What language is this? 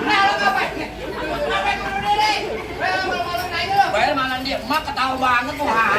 Betawi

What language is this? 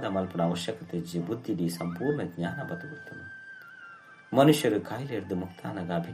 Tulu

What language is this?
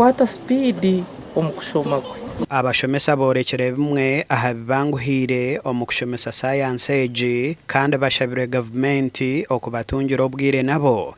Nyankole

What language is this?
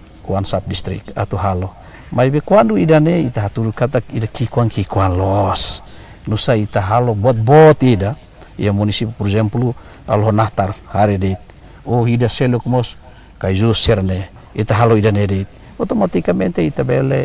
Tetum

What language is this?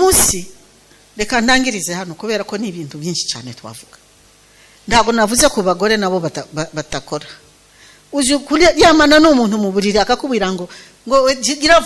Kinyarwanda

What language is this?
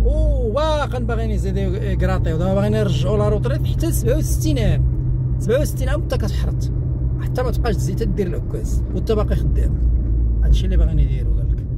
Moroccan Arabic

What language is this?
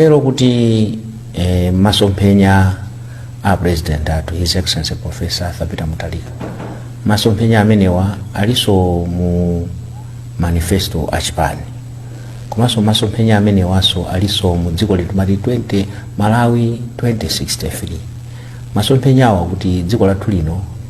Nyanja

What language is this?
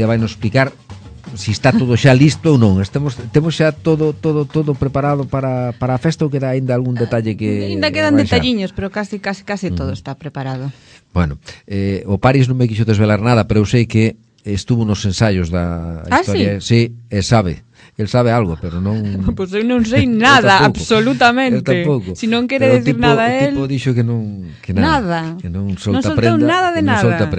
Galician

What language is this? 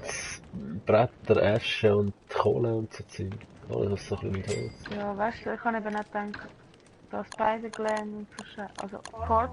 Swiss German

